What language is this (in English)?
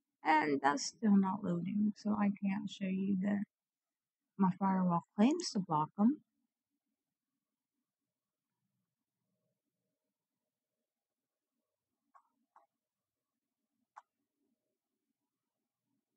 English